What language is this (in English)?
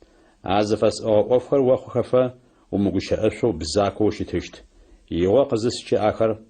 Adyghe